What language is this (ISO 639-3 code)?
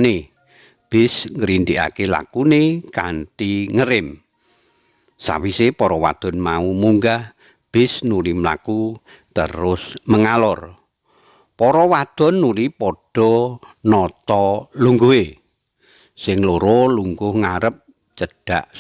jav